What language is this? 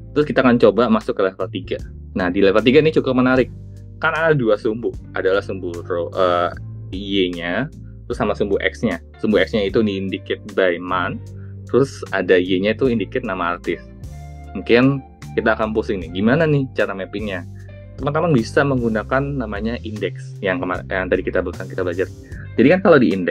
Indonesian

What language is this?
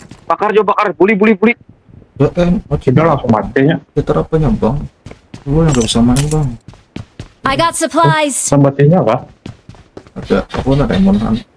Banjar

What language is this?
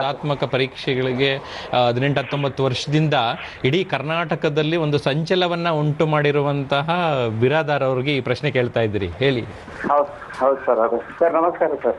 Kannada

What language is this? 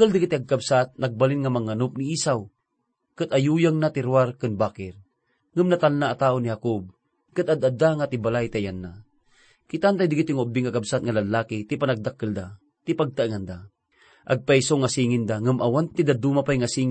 Iloko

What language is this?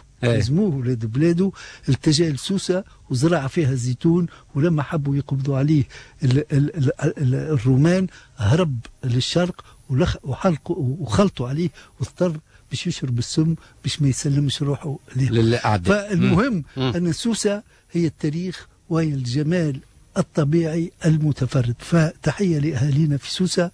Tunisian Arabic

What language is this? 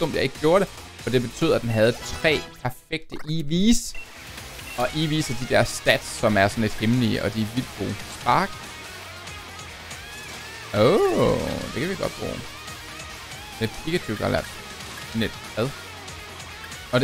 Danish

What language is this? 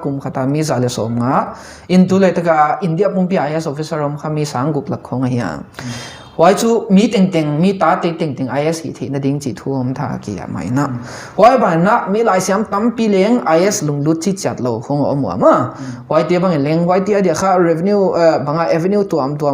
Paite Chin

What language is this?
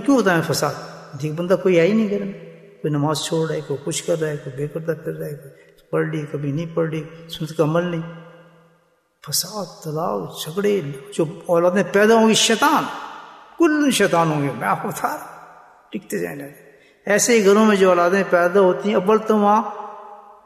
Urdu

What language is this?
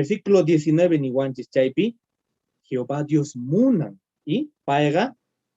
Quechua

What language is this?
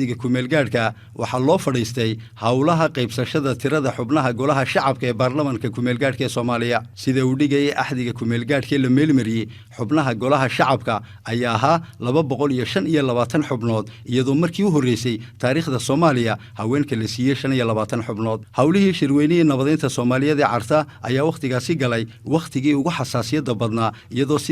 Somali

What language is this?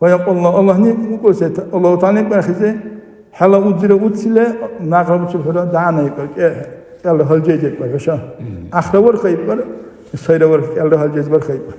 Dargwa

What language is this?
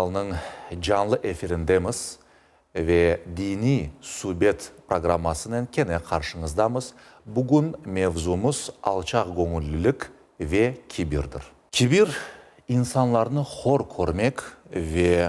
Crimean Tatar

